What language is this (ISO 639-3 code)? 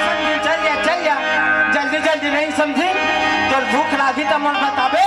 hne